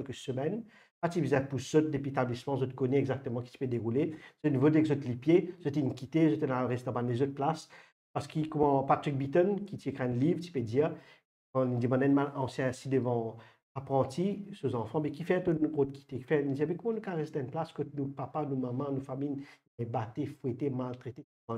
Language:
Morisyen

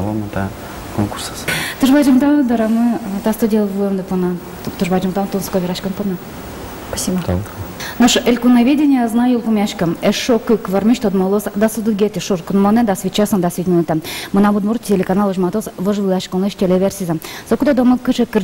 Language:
Udmurt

